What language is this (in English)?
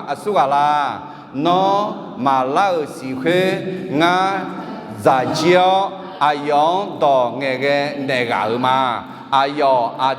Akha